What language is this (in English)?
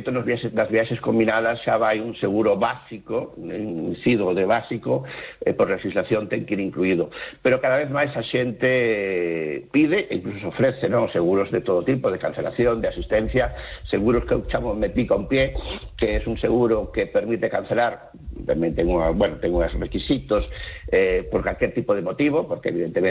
Galician